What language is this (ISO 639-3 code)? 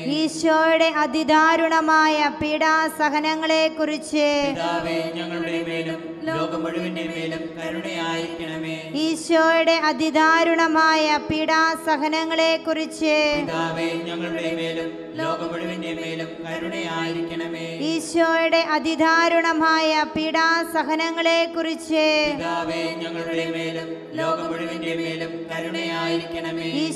mal